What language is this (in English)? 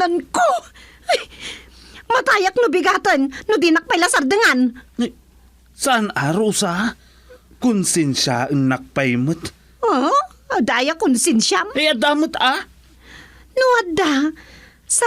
Iloko